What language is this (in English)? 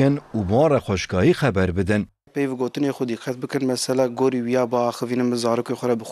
Kurdish